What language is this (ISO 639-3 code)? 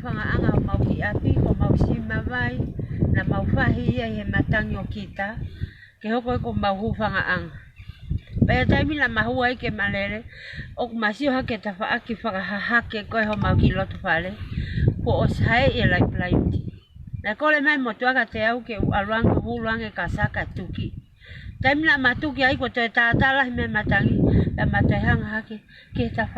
ton